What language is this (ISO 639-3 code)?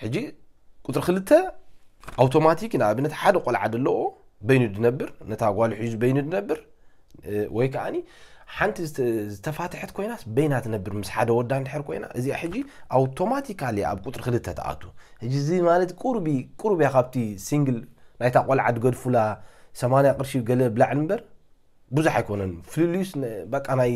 tir